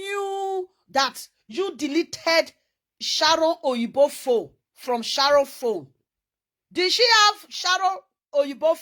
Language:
Nigerian Pidgin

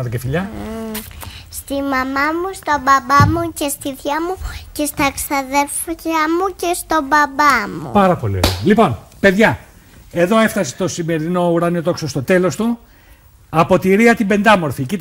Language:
Greek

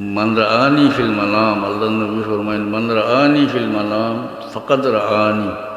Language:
Sylheti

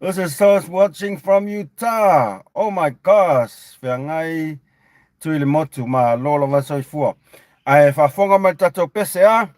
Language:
Samoan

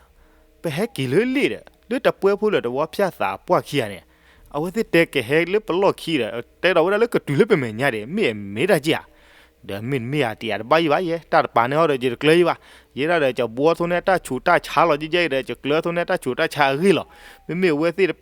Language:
S'gaw Karen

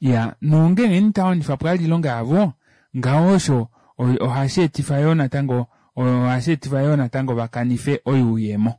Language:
Kuanyama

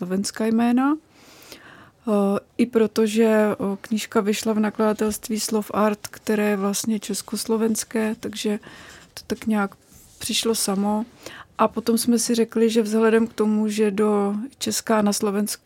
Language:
Czech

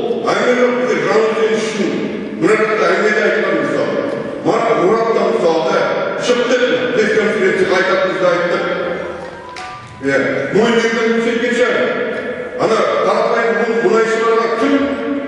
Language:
Kazakh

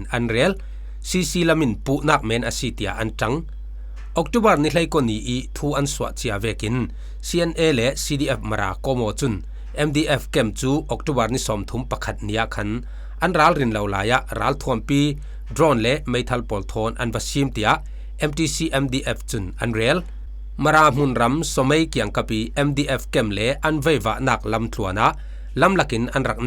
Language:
Falam Chin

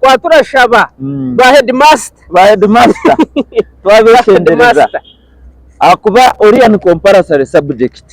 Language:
Nyankole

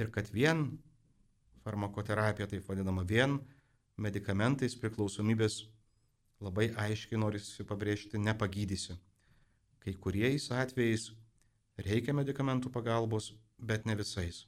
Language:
Lithuanian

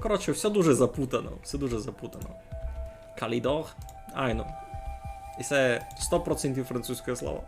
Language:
Rusyn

